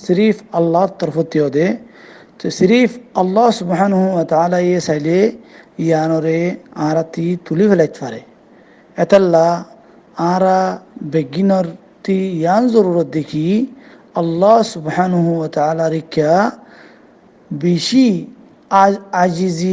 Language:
Rohingya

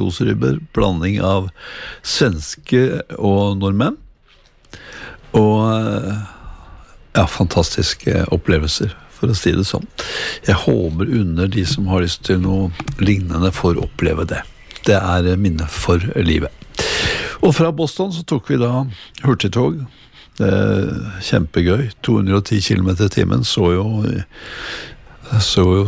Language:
Norwegian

